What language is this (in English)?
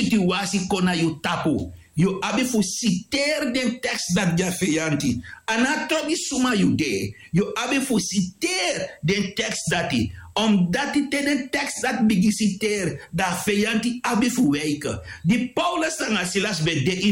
Sranan Tongo